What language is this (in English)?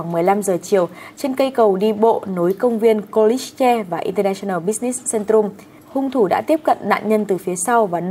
Vietnamese